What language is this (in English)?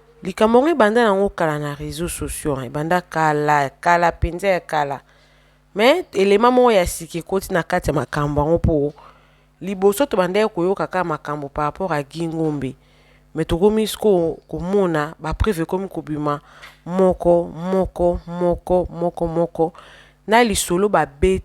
Lingala